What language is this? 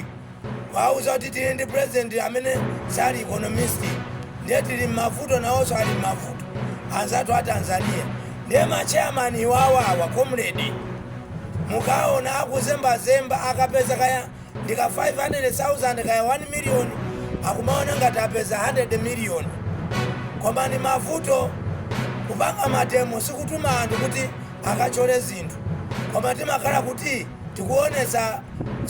Nyanja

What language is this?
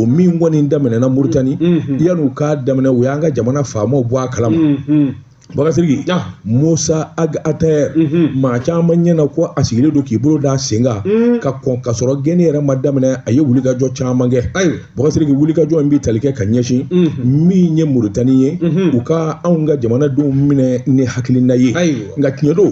Bambara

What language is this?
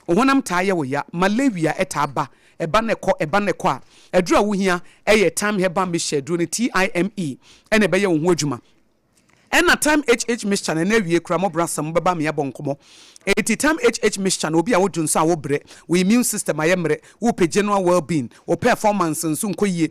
Akan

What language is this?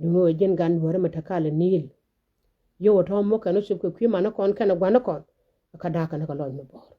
Nuer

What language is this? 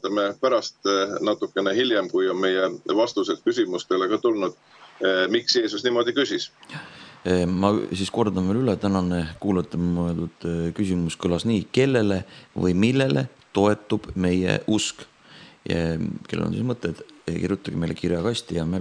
Estonian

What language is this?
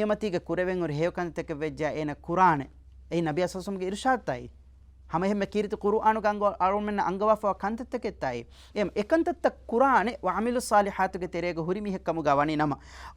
Divehi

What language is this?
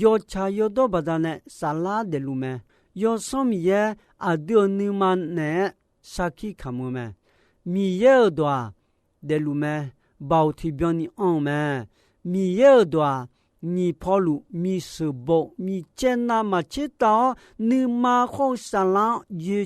Akha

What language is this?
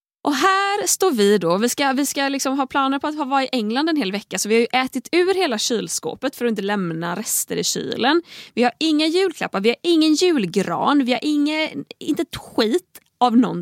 Swedish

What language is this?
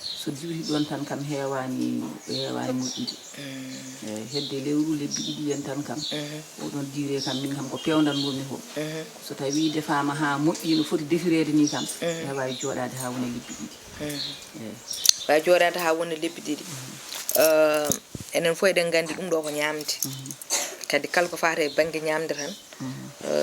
Fula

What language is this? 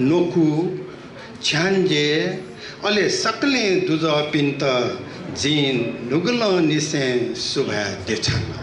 Newari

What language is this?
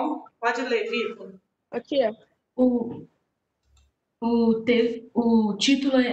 Portuguese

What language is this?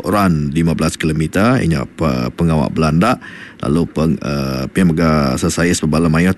Iban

